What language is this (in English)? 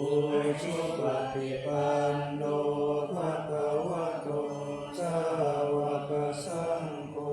Pali